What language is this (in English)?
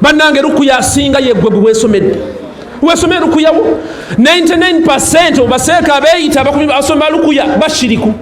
Ganda